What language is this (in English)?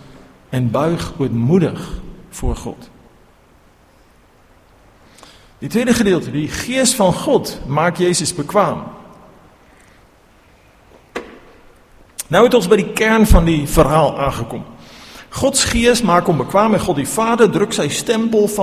Afrikaans